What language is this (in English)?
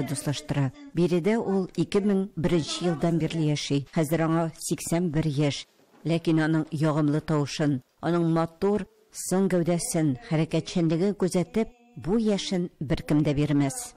Tatar